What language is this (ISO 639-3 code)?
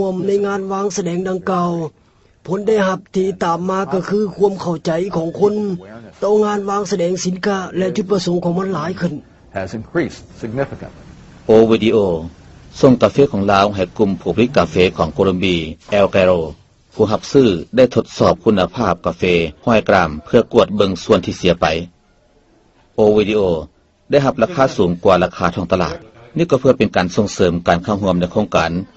lao